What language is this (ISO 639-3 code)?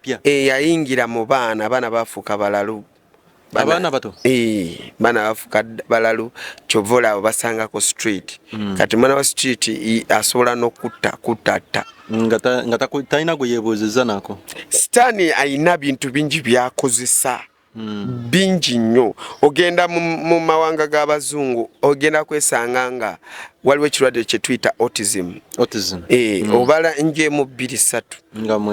lug